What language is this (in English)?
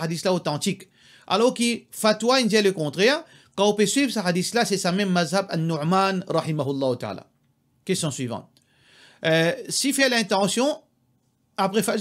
Morisyen